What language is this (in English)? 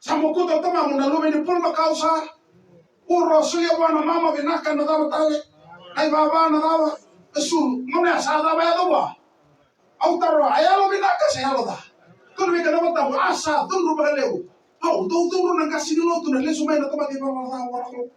Fijian